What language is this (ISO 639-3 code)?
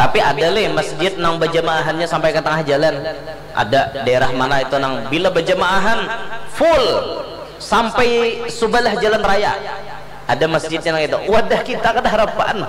bjn